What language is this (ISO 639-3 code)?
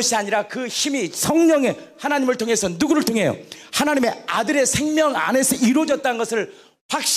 kor